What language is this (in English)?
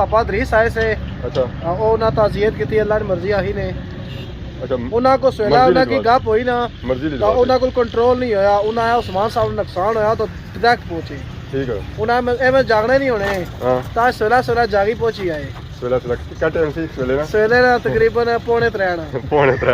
Pahari-Potwari